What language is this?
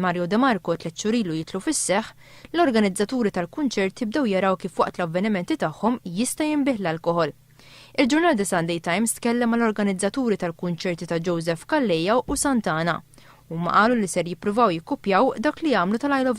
Maltese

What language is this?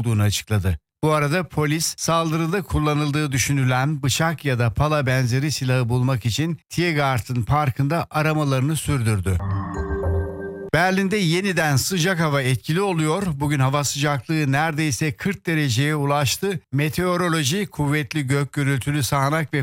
Turkish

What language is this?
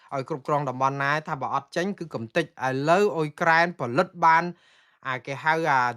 Khmer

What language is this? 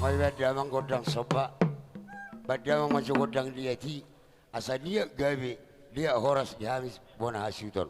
Batak Toba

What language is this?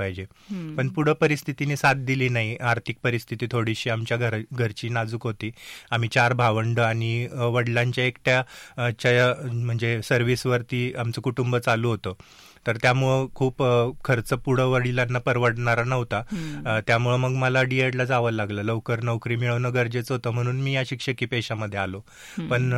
Marathi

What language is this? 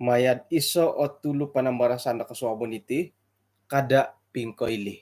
Central Dusun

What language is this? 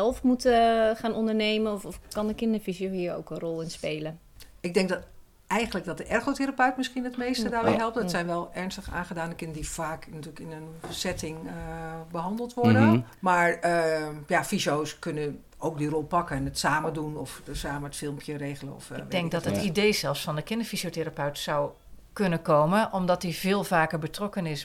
Dutch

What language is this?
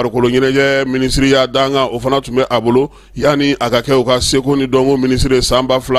Bambara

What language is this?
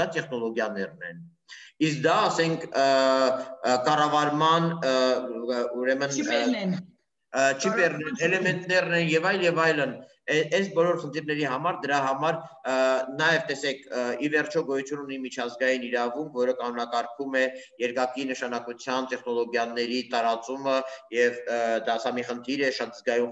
Armenian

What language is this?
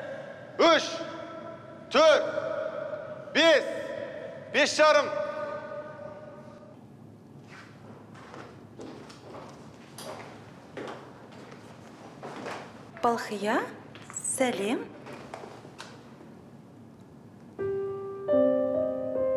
Kazakh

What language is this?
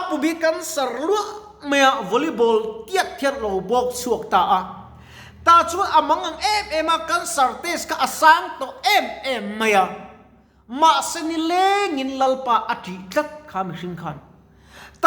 Mizo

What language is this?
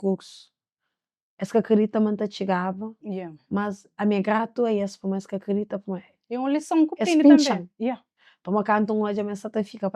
Kabuverdianu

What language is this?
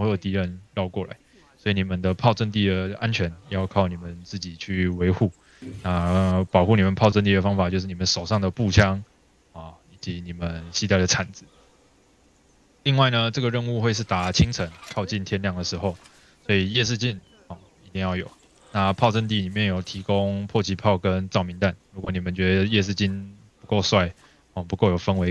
Chinese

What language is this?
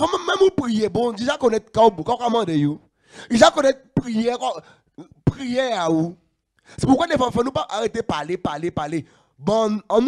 Guadeloupean Creole French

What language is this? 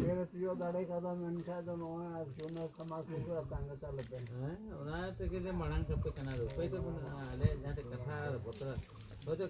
Santali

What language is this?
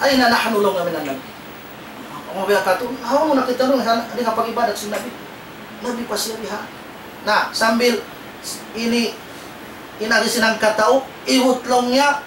Tausug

